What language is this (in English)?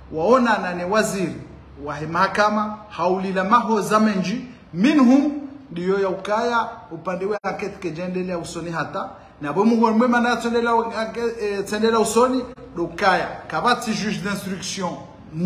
Swahili